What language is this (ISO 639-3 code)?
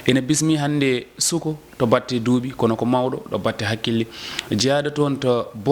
ful